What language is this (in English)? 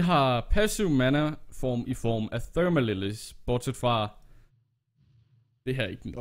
Danish